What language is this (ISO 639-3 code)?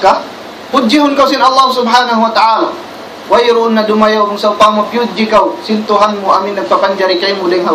tsg